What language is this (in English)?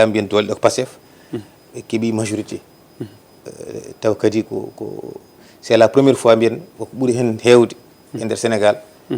Fula